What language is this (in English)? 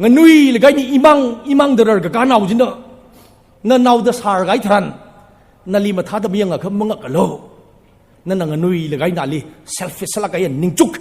Tangkhul Naga (India)